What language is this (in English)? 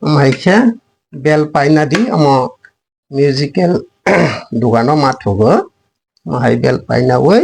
Kok Borok